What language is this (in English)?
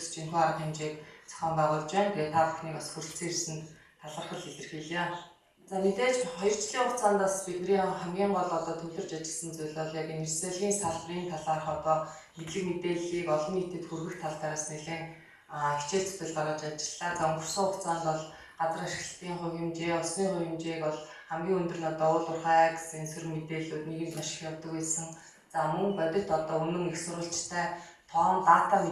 Mongolian